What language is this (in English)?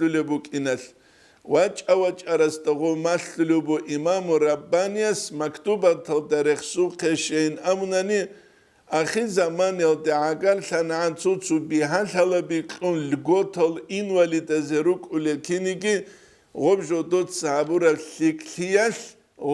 Avaric